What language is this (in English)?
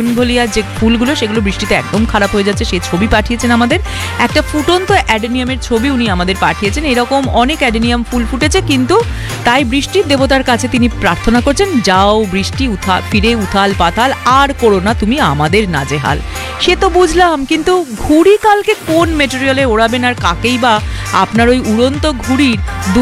Bangla